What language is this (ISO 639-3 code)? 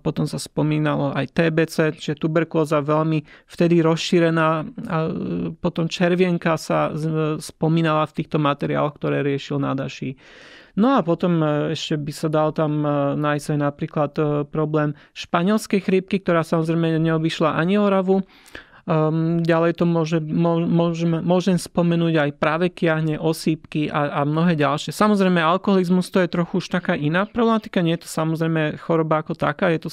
slk